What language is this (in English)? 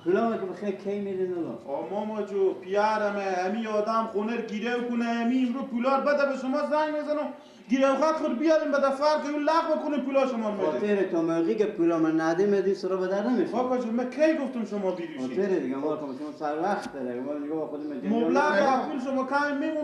Persian